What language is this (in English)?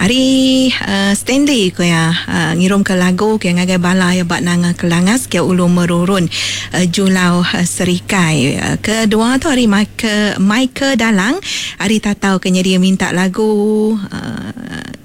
Iban